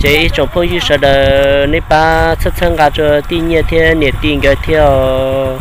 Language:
Hmong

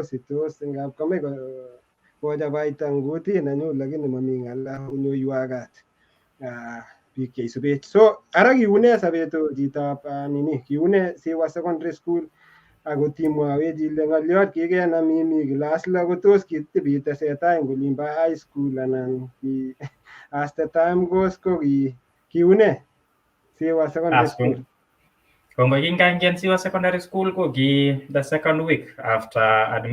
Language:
Kalenjin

